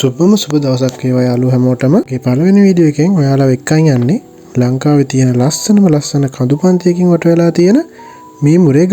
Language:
Sinhala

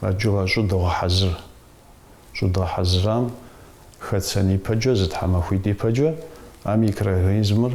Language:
Kabardian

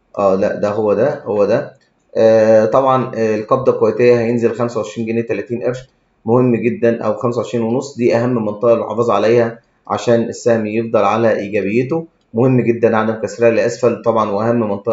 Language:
Egyptian Arabic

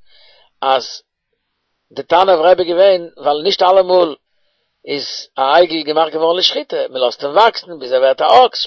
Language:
Yiddish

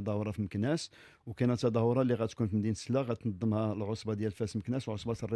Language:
Moroccan Arabic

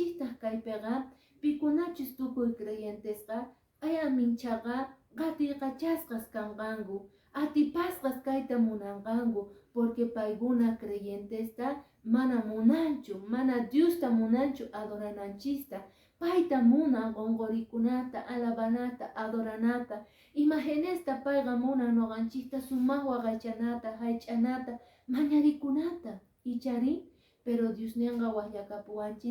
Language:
Quechua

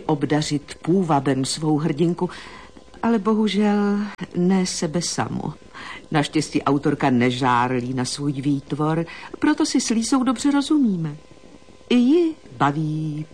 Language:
Czech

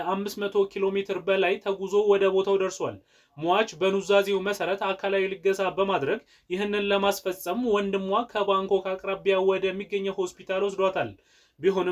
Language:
Amharic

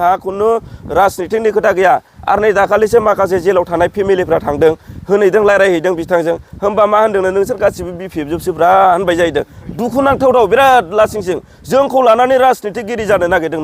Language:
Bodo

